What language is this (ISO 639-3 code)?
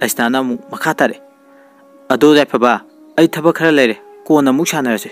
mni